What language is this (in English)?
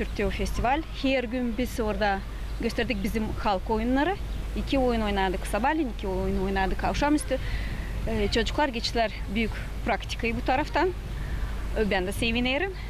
Gagauz